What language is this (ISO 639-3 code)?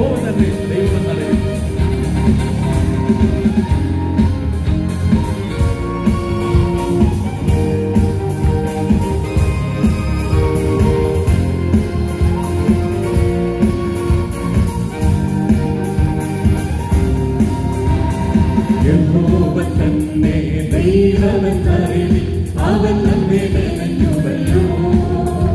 mal